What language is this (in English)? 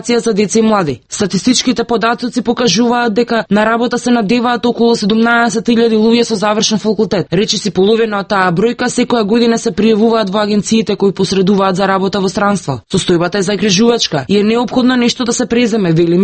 Macedonian